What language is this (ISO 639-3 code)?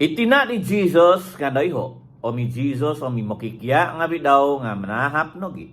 dtp